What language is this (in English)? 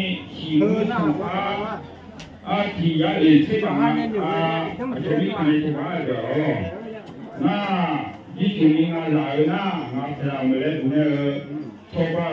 Akha